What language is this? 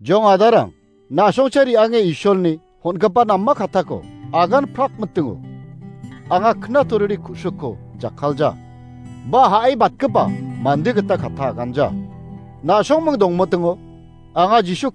Garo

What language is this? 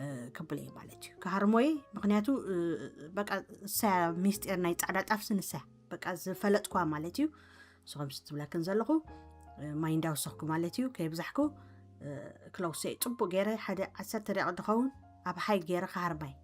Tigrinya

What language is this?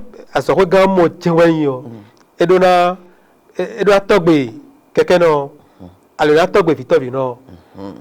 Fon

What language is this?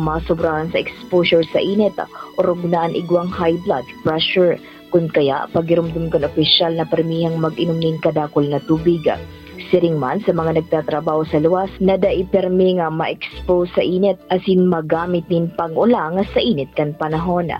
Bikol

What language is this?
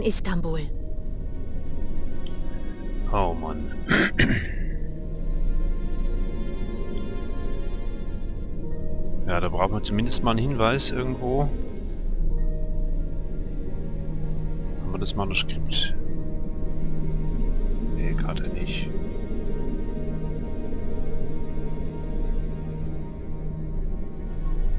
German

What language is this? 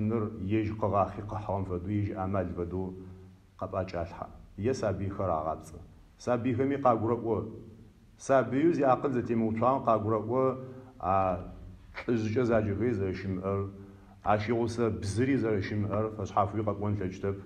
Adyghe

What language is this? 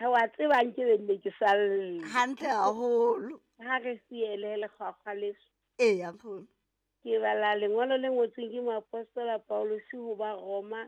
Southern Sotho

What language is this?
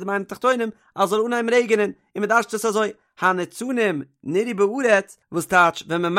Yiddish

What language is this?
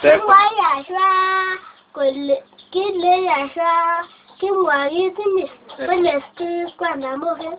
Kalenjin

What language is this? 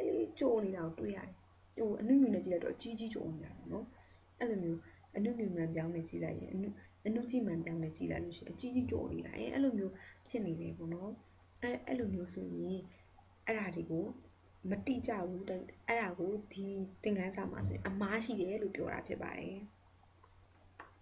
Burmese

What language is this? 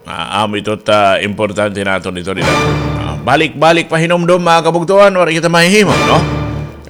Waray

